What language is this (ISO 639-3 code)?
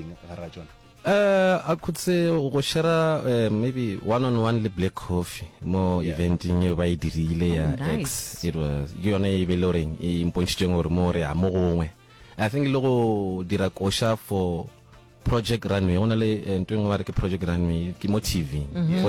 nso